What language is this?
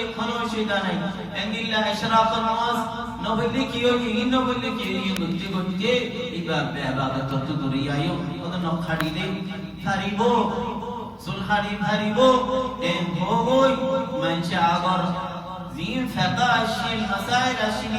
Rohingya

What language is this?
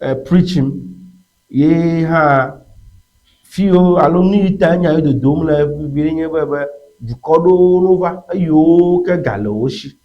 Ewe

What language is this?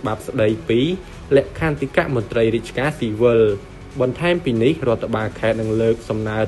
Khmer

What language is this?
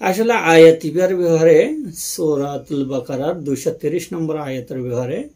Rohingya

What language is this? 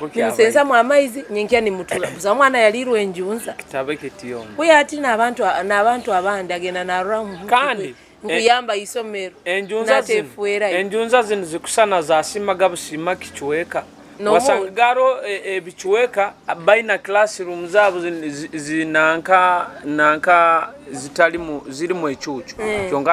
Nyoro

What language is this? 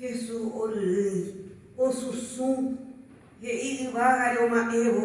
Guarani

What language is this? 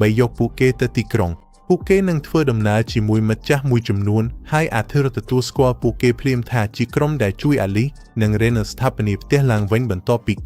Khmer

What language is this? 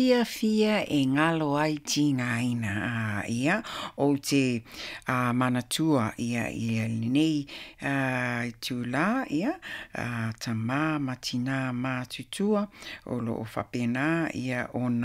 Samoan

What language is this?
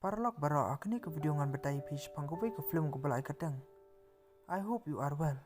Khasi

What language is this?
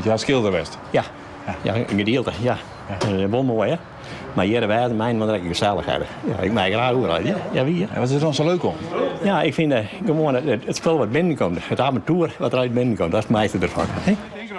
Western Frisian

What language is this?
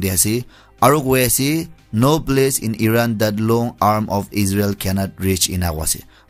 Naga Pidgin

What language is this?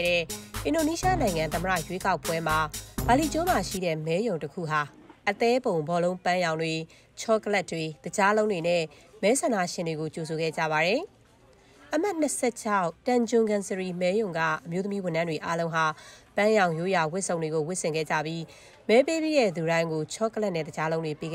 Burmese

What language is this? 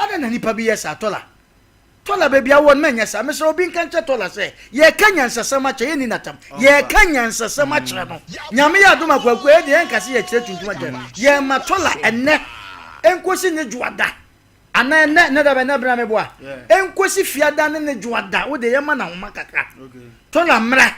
Akan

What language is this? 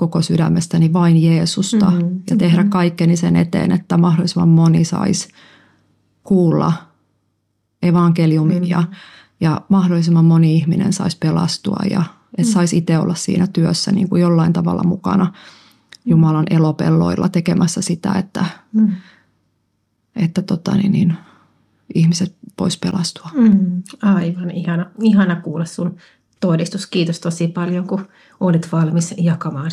Finnish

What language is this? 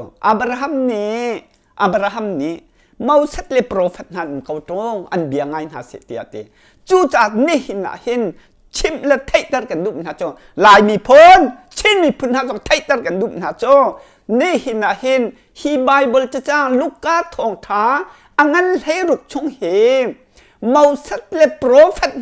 Hakha Chin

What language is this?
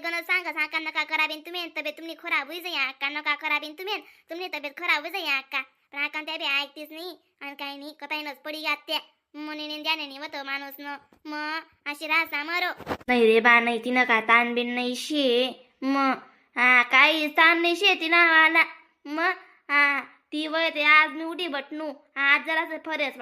Khandesi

